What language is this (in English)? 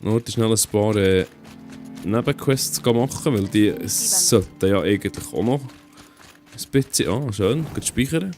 Swiss German